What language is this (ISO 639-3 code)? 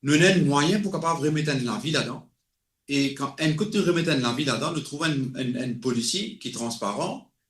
mfe